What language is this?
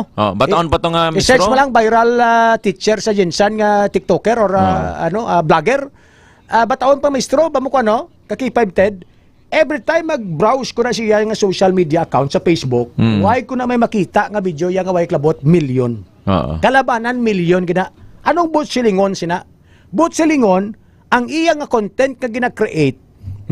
Hiligaynon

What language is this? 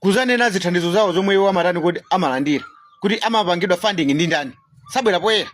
Nyanja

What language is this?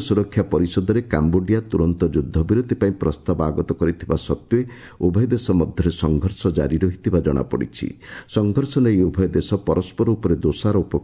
Odia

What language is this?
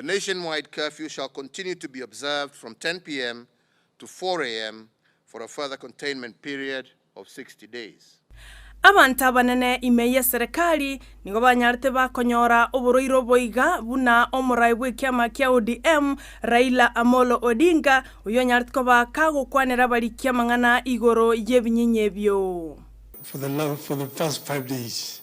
Gusii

